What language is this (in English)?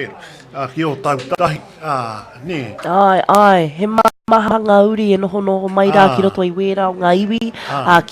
Māori